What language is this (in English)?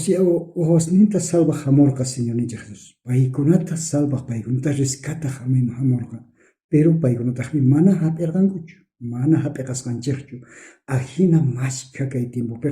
South Bolivian Quechua